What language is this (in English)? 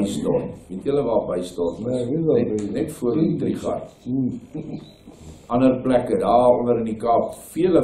Afrikaans